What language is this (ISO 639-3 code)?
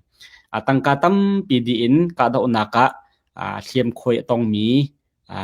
cnh